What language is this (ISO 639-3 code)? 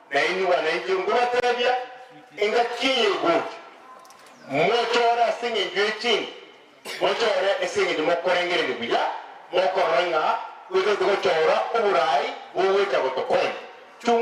guz